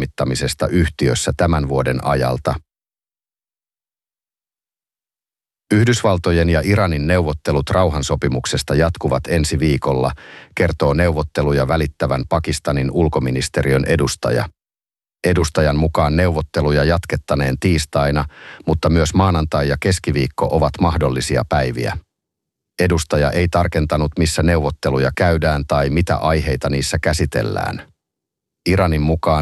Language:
Finnish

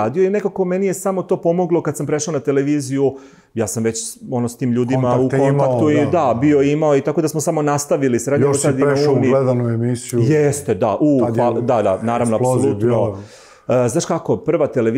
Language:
Serbian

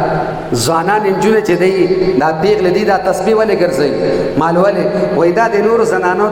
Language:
Pashto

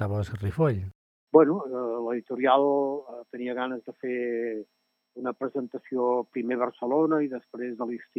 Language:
Catalan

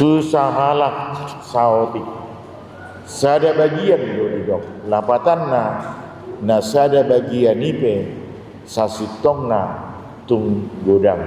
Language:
Batak Toba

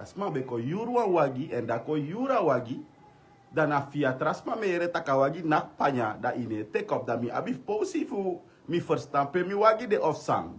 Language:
Sranan Tongo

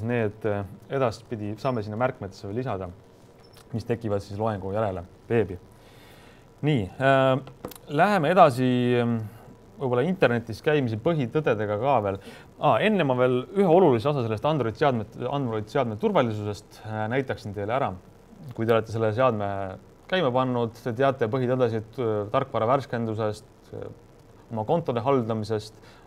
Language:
Estonian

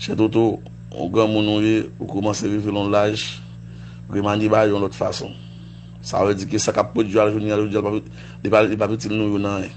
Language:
Haitian Creole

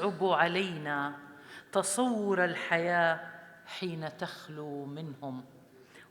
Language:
North Levantine Arabic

